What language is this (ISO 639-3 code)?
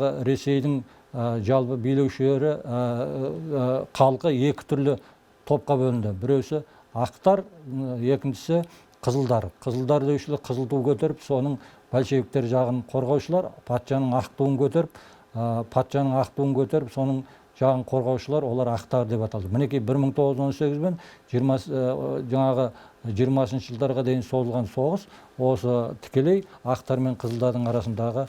kaz